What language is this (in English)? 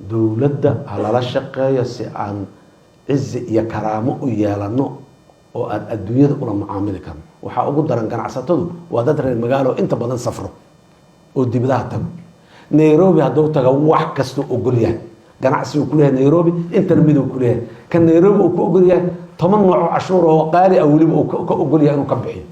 Somali